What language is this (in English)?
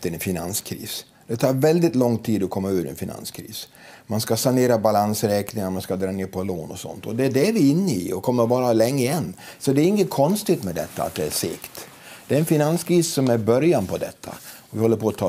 Swedish